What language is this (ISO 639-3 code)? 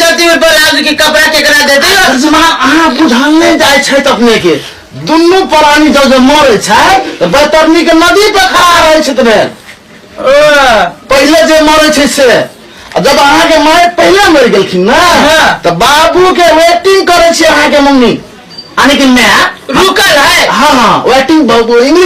mai